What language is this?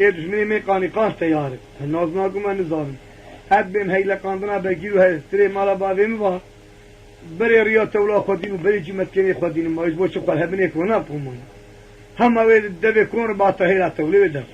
Kurdish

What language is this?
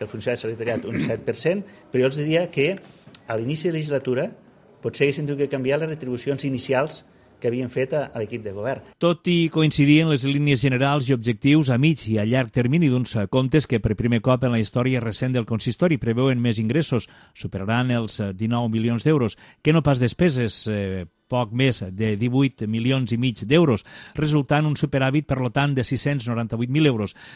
Catalan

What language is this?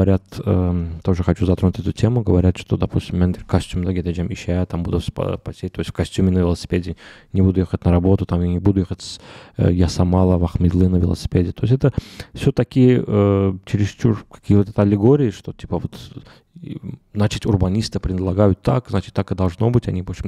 Russian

